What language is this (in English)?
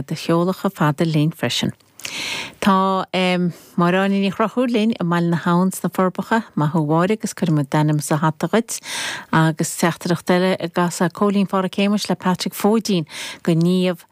Irish